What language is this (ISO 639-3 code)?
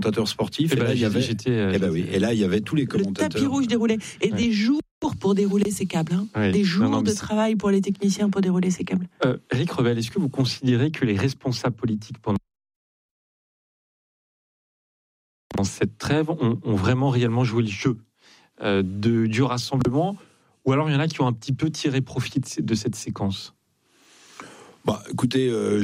fra